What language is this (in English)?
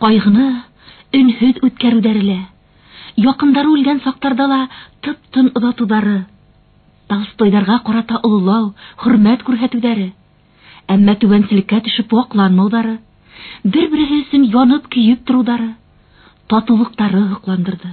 Bashkir